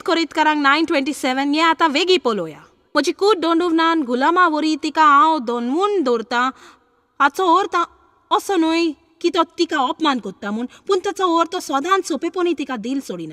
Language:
Konkani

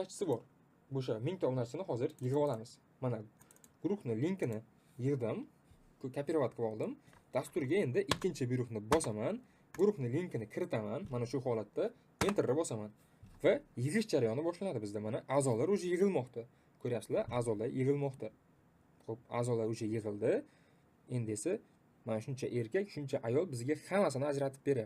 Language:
Uzbek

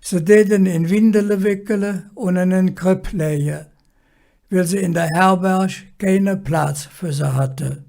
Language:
Colognian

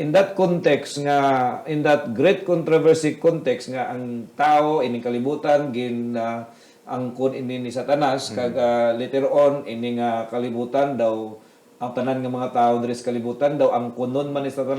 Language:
Hiligaynon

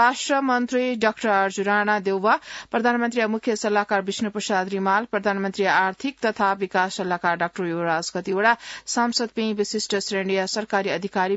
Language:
Newari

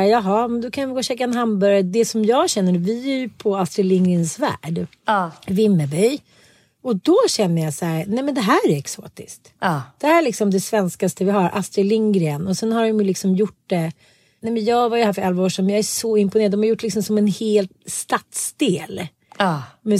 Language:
Swedish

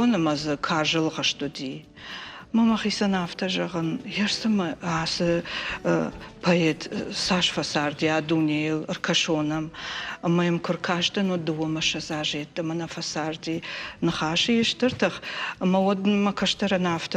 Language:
Ossetic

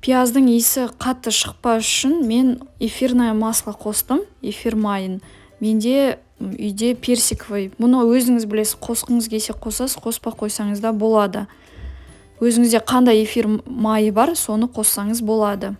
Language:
Kazakh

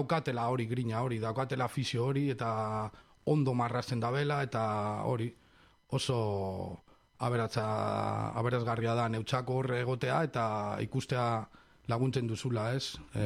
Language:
Basque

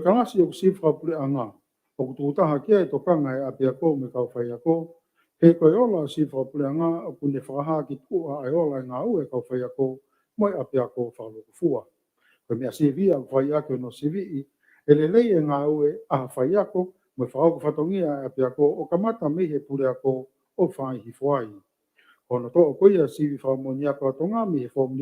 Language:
Tongan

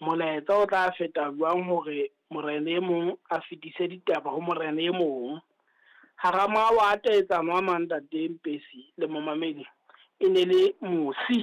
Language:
Southern Sotho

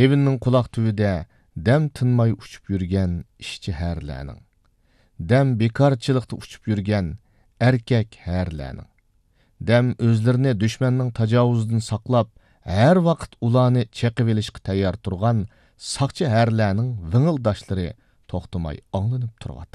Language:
Uyghur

